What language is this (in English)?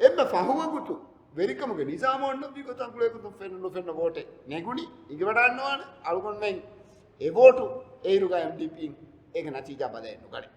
Divehi